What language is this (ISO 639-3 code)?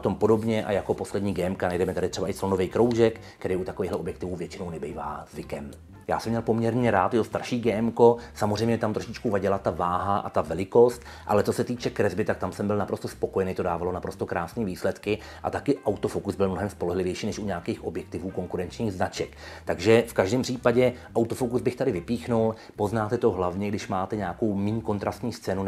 ces